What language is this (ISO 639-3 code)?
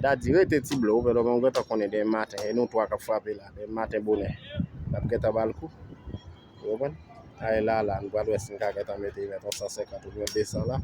hat